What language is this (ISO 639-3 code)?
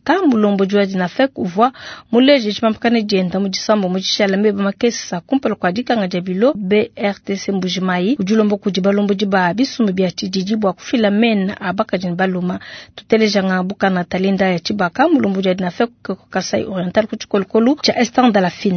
lua